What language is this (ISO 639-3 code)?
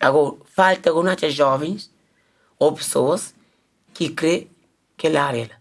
kea